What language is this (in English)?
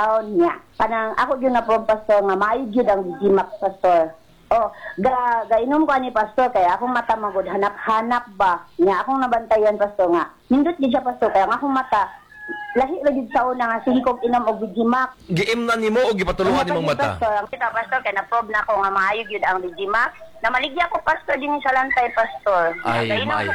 Cebuano